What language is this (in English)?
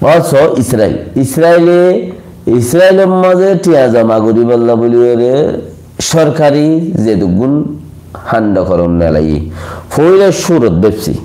Rohingya